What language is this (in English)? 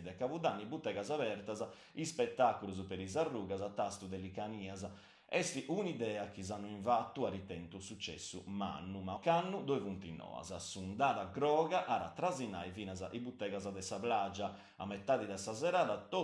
Sardinian